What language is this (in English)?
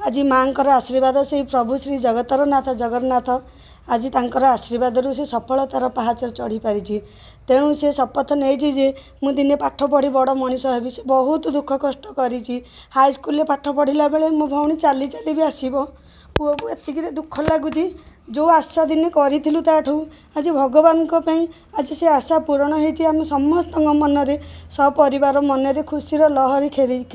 Odia